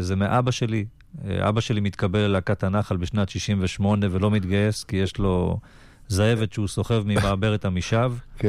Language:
Hebrew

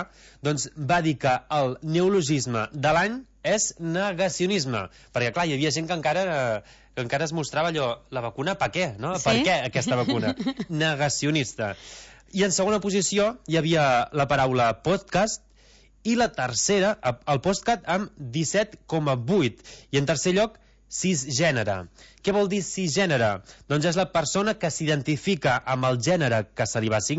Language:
Catalan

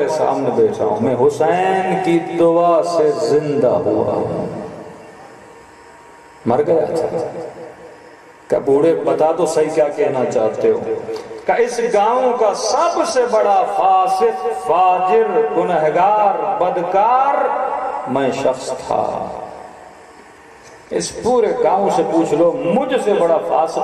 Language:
Urdu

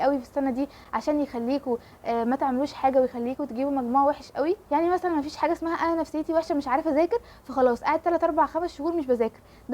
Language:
Egyptian Arabic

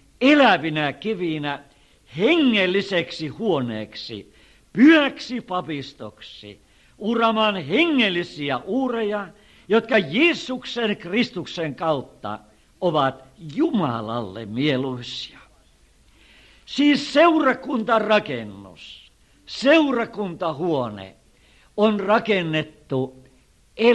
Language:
Finnish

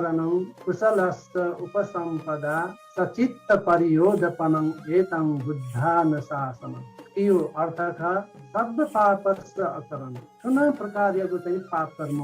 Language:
Newari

